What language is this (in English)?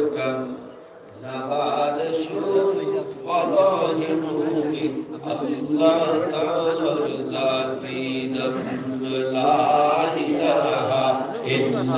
Sylheti